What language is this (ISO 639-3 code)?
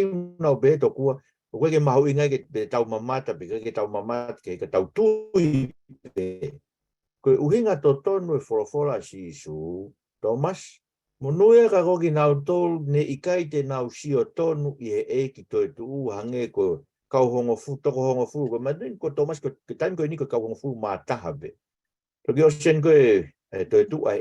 ton